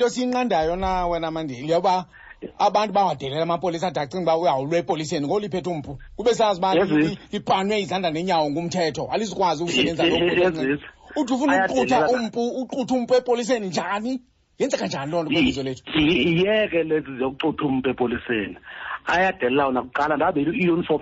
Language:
Xhosa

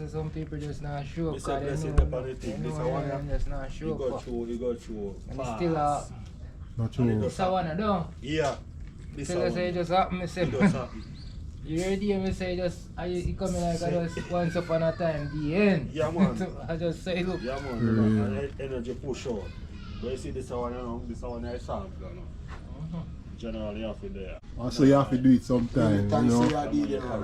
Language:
Jamaican Creole English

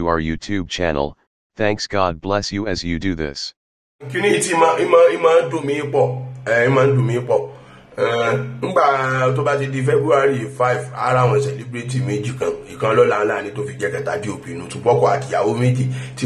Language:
Yoruba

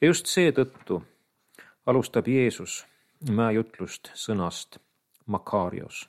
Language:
Estonian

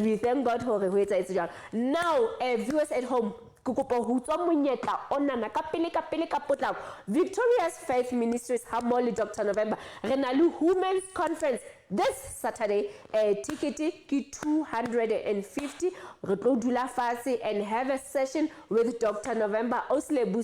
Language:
Southern Sotho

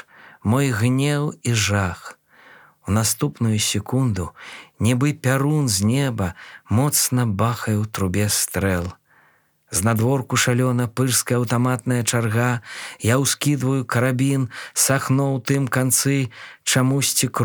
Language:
Belarusian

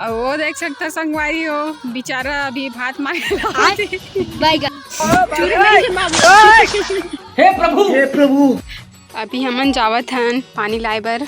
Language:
Chhattisgarhi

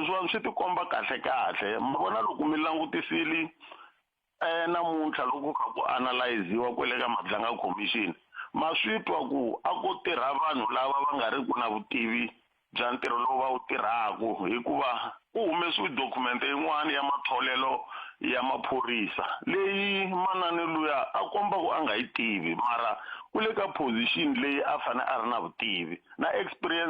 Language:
Tsonga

